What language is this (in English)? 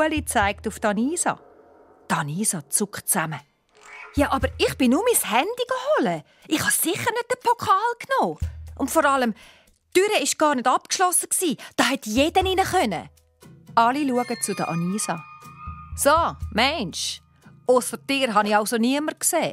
Swiss German